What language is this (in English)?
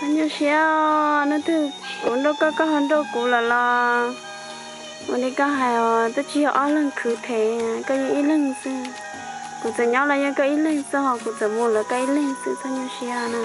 Hmong